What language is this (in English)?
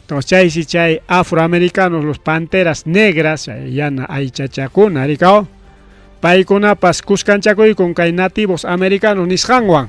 Ayacucho Quechua